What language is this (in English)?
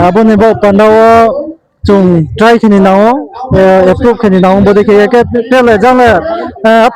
Riang (India)